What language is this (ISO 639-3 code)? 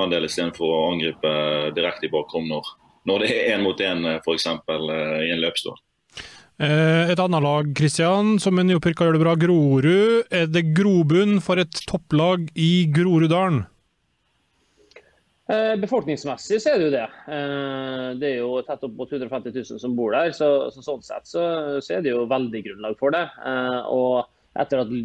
nor